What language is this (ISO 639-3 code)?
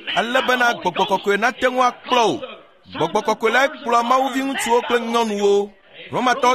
ewe